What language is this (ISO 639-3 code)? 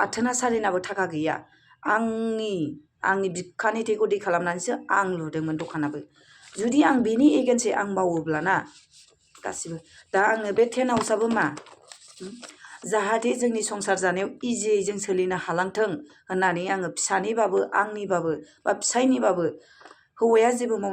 brx